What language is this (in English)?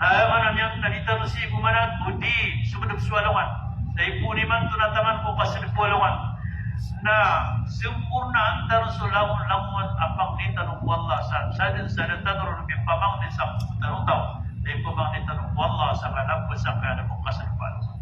Maranao